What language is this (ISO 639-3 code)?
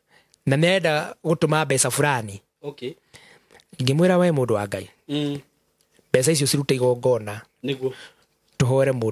kik